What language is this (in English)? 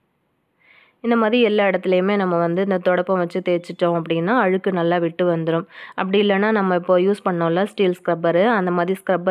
Tamil